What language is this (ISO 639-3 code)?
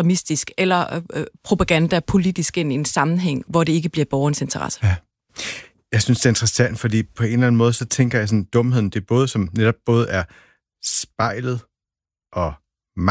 dan